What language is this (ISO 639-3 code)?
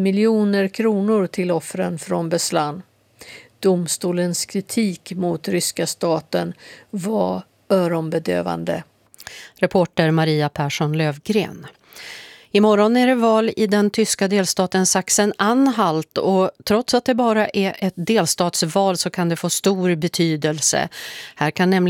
swe